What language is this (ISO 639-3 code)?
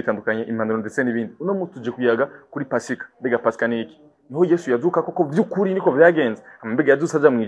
run